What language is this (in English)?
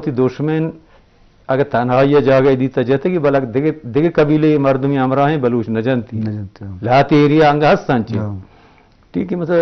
Eastern Balochi